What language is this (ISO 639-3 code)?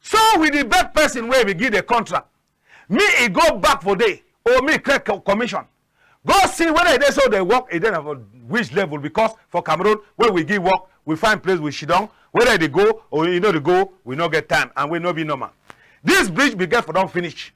wes